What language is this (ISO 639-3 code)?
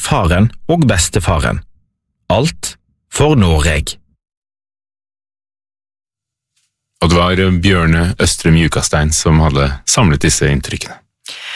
nor